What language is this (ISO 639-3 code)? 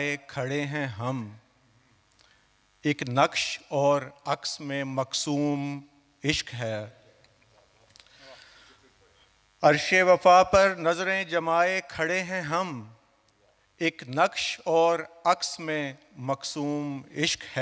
urd